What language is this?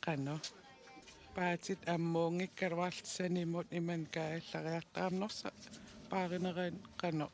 Kalaallisut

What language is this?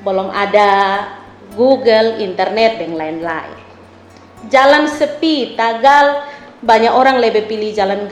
Kupang Malay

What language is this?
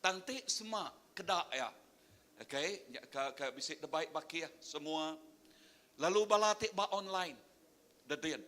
Iban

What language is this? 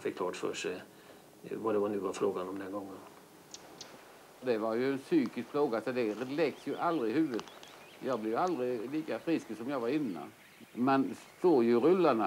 Swedish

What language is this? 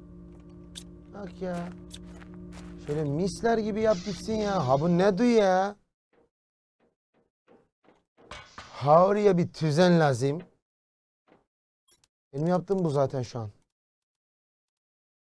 Turkish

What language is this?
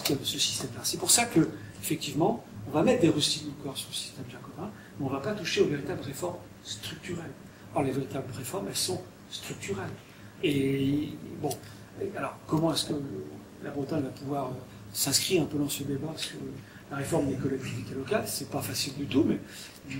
French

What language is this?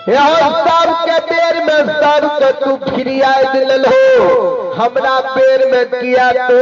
Maithili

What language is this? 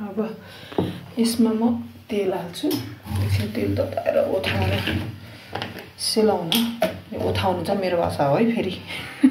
Nepali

